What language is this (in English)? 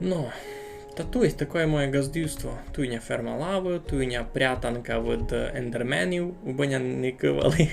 Rusyn